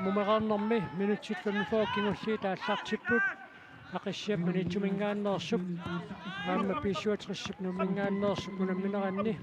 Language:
Kalaallisut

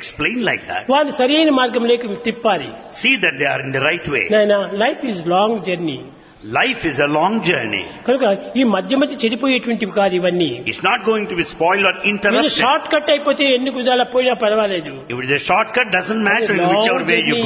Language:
Telugu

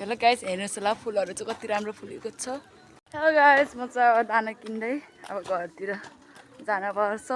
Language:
Nepali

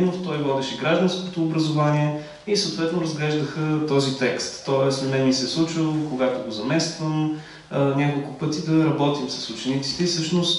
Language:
Bulgarian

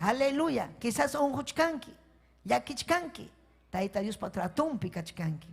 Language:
Ayacucho Quechua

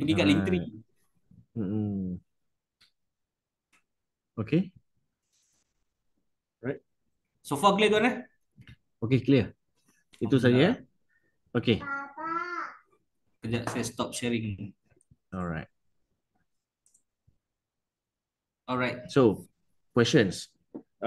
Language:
Malay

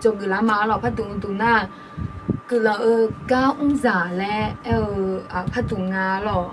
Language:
Akha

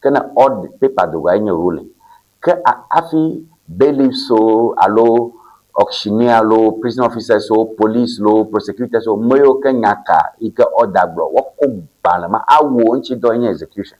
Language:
Ewe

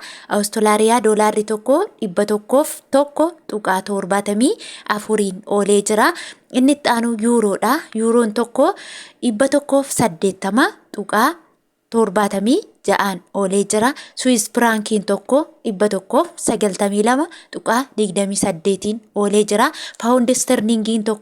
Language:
Oromo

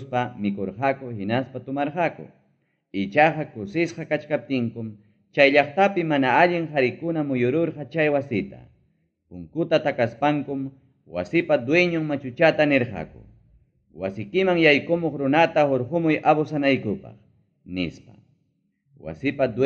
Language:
Ayacucho Quechua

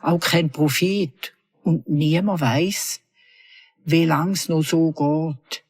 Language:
Swiss German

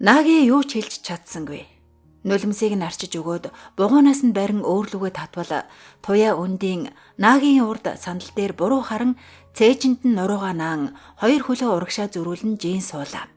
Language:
Mongolian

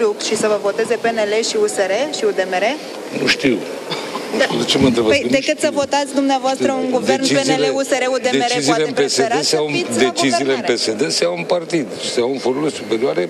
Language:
Romanian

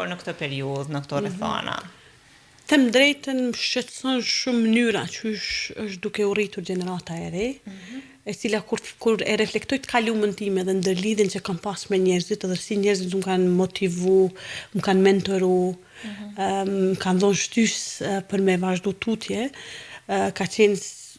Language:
Albanian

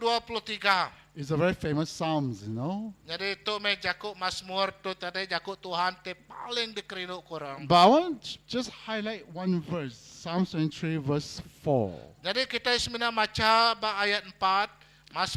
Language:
Iban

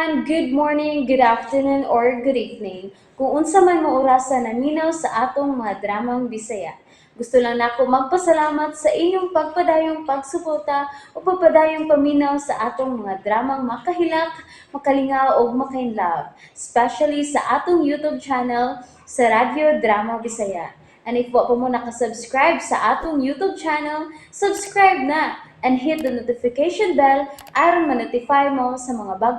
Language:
Cebuano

